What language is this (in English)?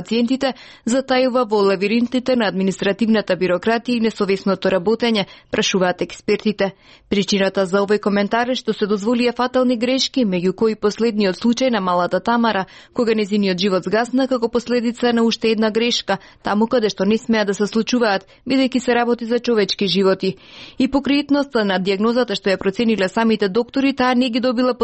Macedonian